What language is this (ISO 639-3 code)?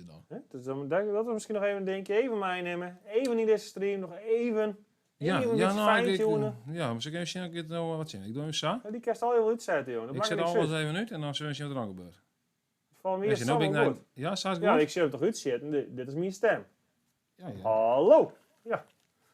fry